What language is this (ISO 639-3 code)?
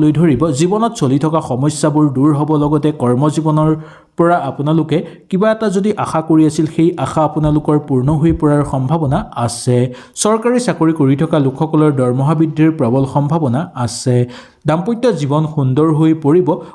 asm